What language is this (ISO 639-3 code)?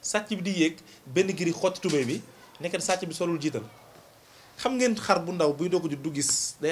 wol